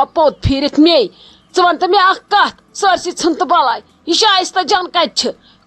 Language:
Kashmiri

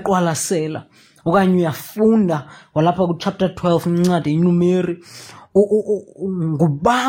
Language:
Xhosa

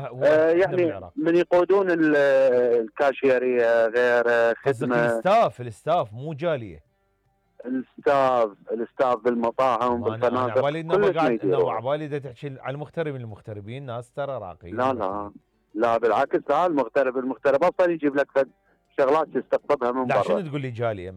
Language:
Mesopotamian Arabic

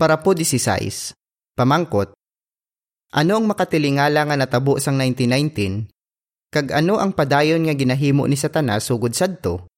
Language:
Hiligaynon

